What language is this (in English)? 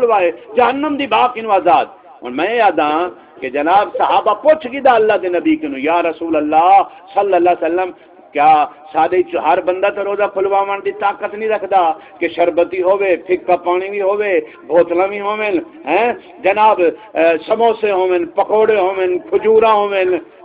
Saraiki